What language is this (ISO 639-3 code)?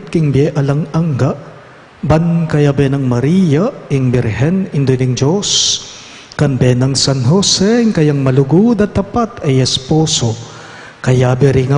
pam